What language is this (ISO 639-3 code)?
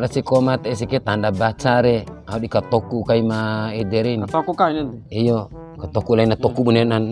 bhp